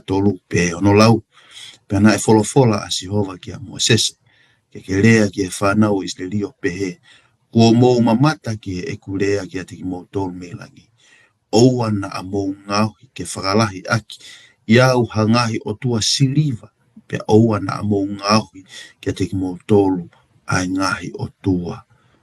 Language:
Tongan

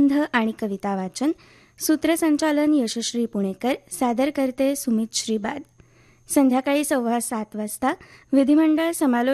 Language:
Marathi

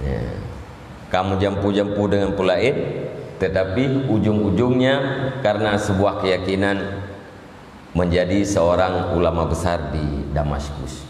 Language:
Achinese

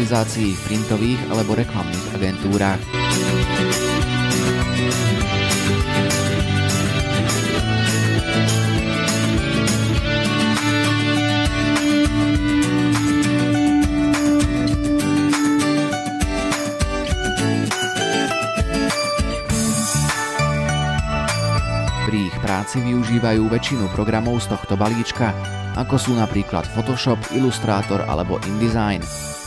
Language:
Slovak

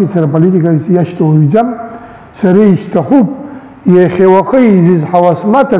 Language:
Abkhazian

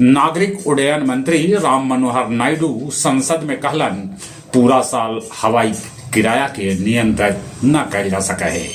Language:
Magahi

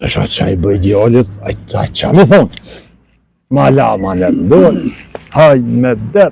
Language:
Albanian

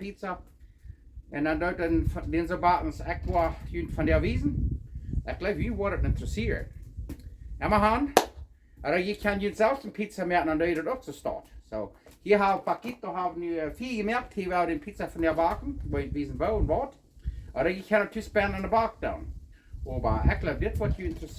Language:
Plautdietsch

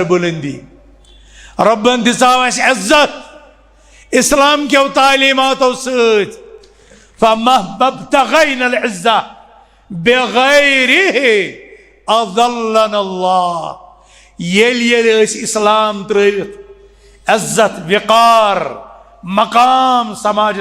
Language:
Kashmiri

